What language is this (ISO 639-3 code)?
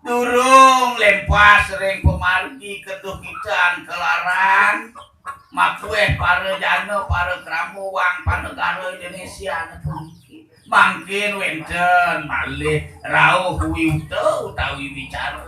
ban